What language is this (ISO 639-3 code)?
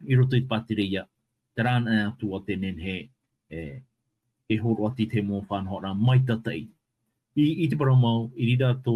tah